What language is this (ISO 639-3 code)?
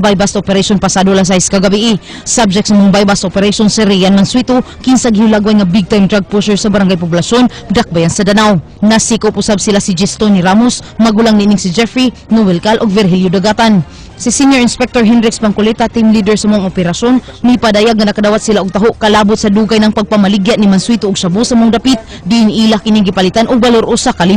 ceb